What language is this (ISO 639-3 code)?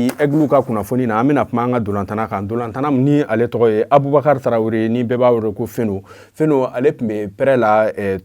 bam